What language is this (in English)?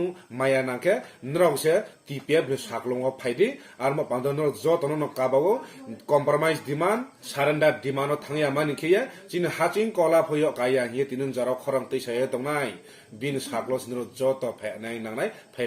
Riang (India)